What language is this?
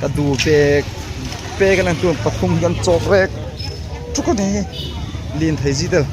Hmar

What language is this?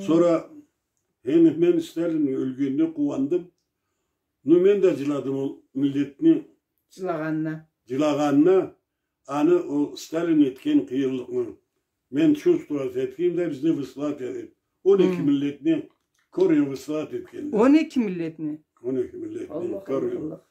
Karachay-Balkar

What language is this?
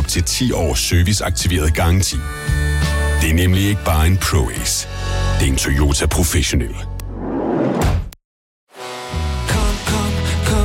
Danish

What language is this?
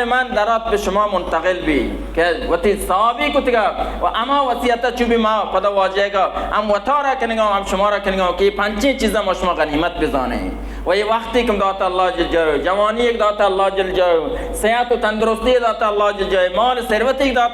Baluchi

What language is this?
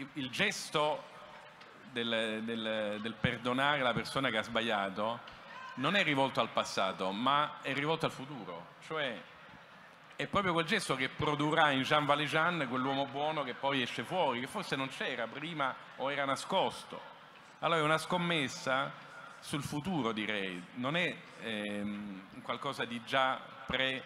Italian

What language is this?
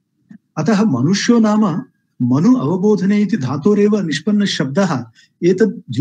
Sanskrit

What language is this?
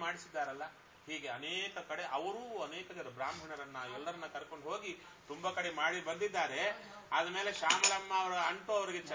Kannada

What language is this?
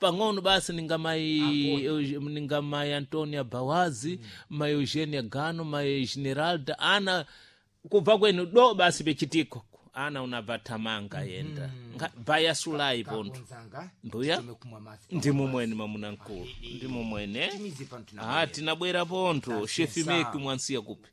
Sena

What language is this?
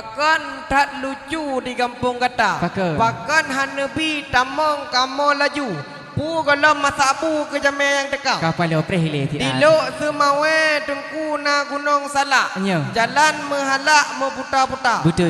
Achinese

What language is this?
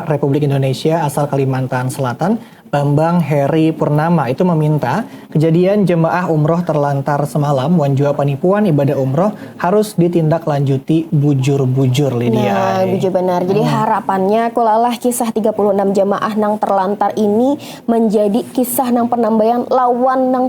Banjar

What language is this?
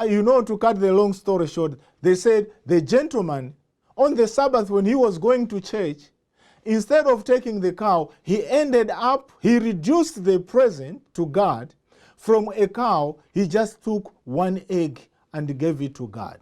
English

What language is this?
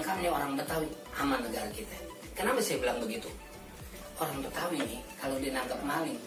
Betawi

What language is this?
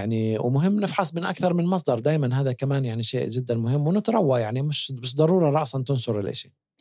North Levantine Arabic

